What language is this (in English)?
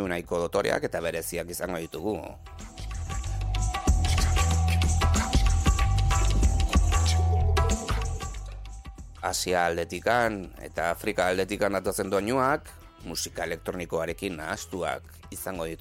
Basque